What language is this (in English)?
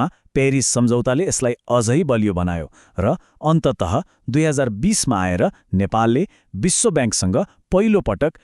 Nepali